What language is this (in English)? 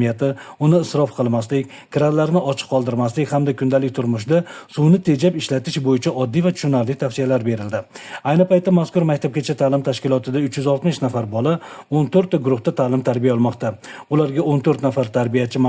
Uzbek